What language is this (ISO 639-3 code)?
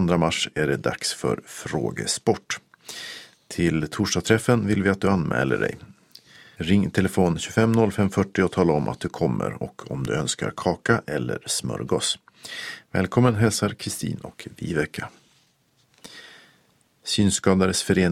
swe